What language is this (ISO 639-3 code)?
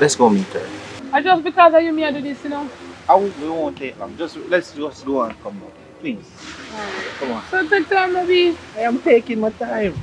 jam